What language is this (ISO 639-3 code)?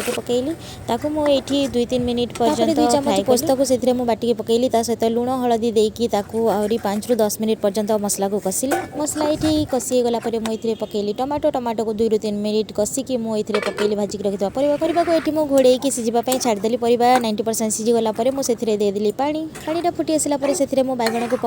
ori